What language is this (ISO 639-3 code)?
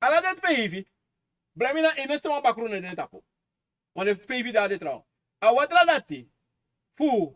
srn